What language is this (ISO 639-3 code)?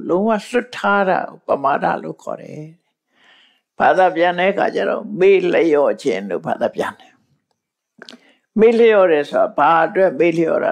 mya